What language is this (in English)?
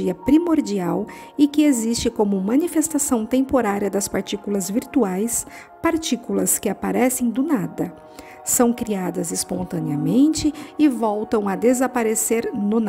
Portuguese